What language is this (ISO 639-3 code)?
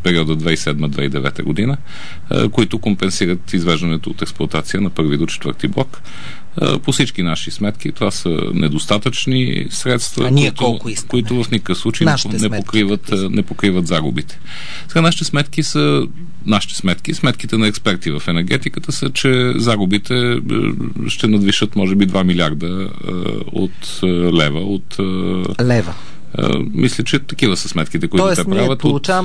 bul